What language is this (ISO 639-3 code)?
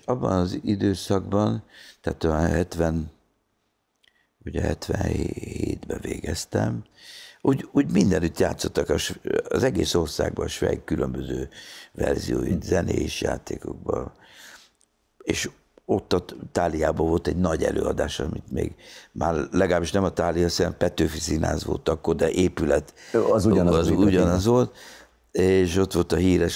hun